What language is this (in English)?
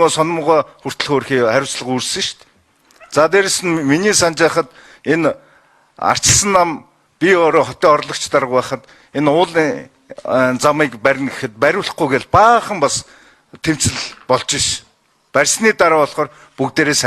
Mongolian